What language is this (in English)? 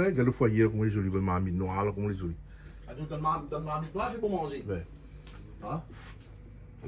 Réunion Creole French